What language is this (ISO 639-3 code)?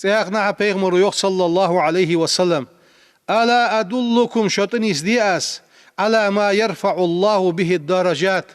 inh